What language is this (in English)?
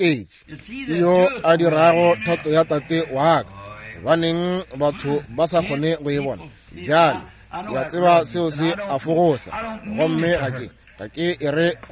Northern Sotho